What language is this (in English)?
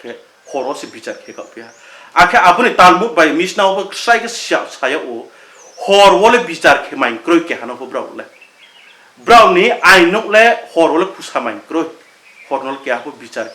Riang (India)